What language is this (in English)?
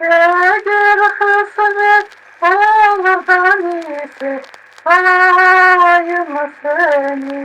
Crimean Tatar